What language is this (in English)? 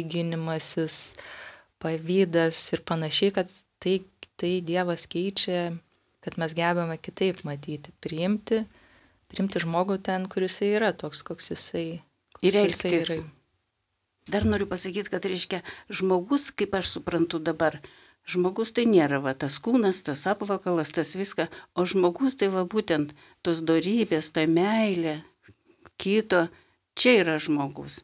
Lithuanian